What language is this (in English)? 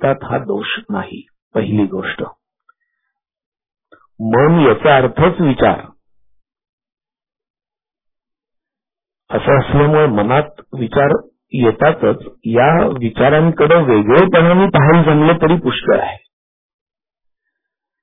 Marathi